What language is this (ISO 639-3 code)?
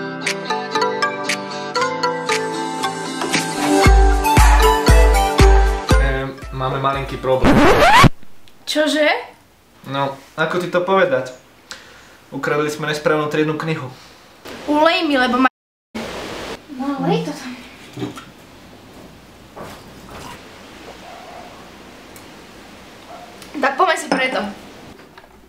slk